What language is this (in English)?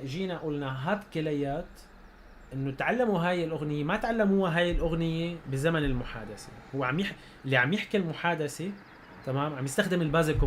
North Levantine Arabic